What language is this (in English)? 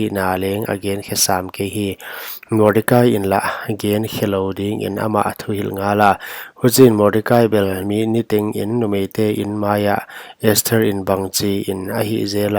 Paite Chin